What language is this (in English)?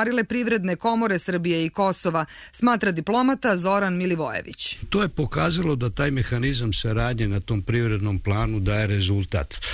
Serbian